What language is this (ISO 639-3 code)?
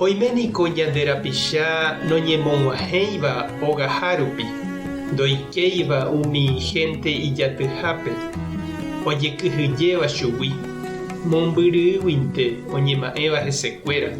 grn